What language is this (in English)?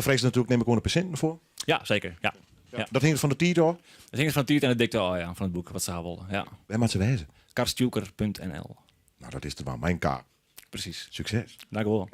Western Frisian